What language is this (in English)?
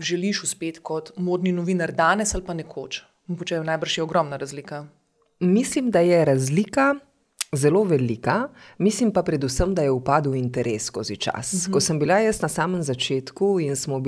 Slovenian